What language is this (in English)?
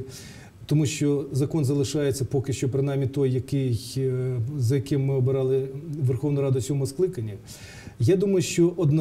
Ukrainian